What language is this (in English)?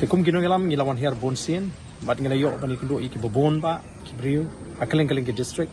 Khasi